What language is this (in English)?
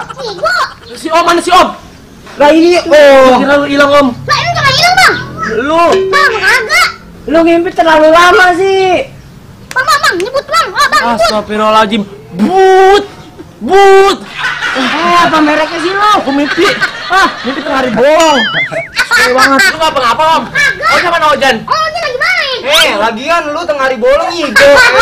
Betawi